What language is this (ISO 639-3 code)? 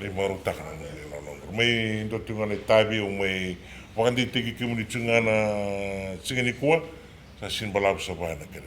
fij